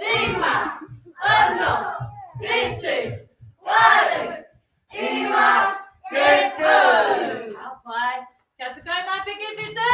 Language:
Māori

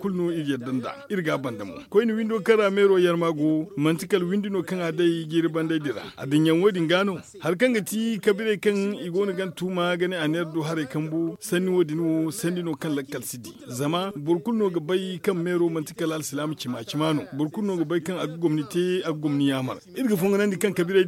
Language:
Zarma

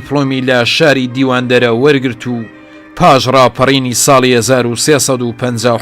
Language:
Central Kurdish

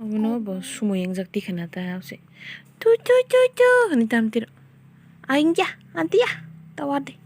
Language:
Kok Borok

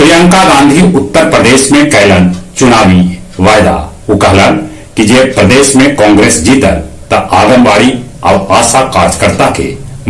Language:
Magahi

